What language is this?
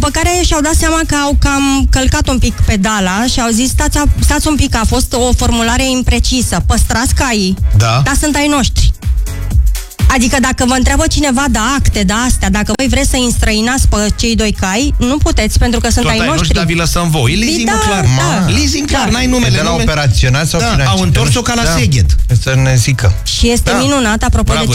Romanian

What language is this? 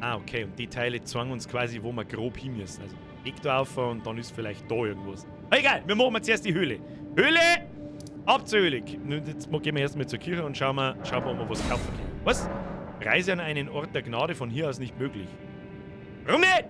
Bavarian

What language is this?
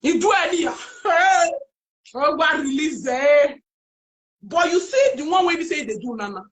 Nigerian Pidgin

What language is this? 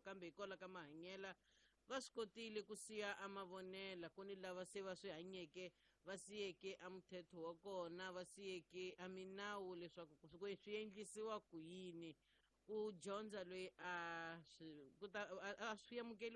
Tsonga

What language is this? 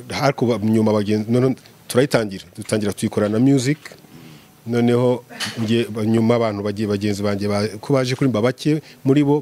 Kinyarwanda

